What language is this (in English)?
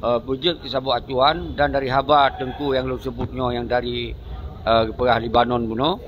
Achinese